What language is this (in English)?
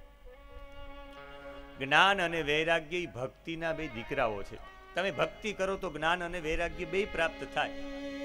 Gujarati